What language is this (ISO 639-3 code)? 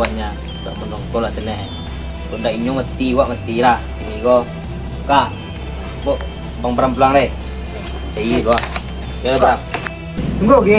min